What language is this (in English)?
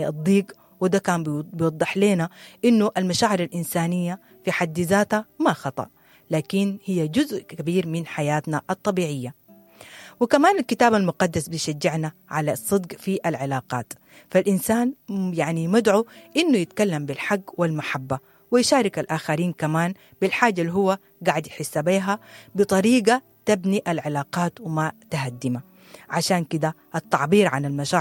Sudanese Arabic